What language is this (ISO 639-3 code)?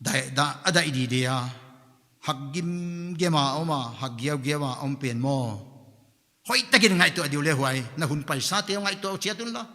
pck